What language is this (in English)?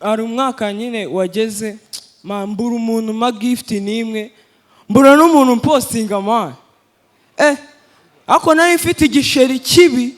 Kinyarwanda